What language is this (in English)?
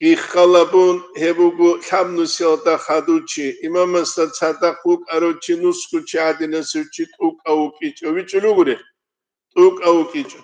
Avaric